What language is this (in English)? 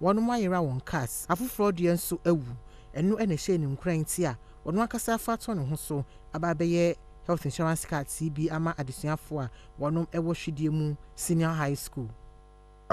Akan